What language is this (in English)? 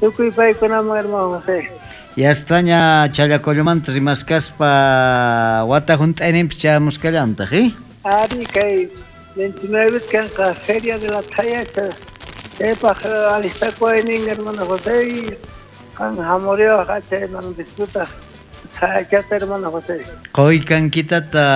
South Bolivian Quechua